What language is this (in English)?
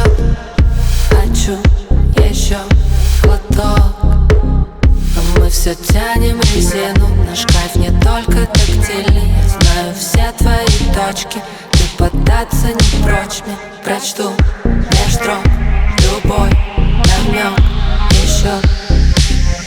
Russian